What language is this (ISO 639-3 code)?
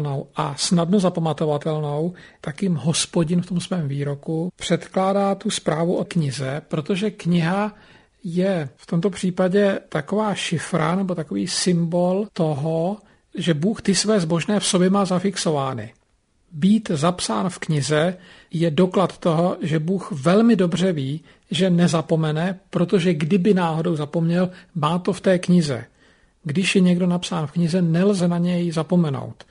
ces